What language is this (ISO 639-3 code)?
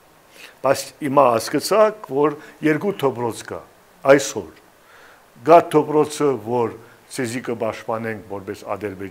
hyw